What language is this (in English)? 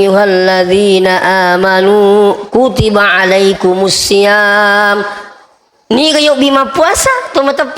Buginese